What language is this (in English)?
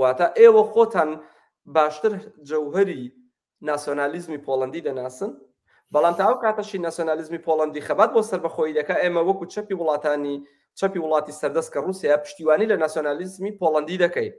Central Kurdish